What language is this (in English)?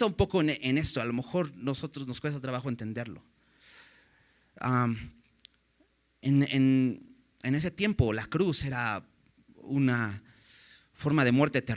Spanish